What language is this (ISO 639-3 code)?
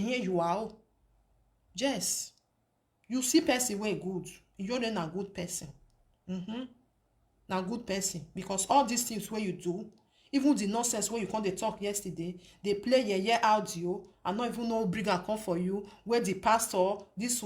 pcm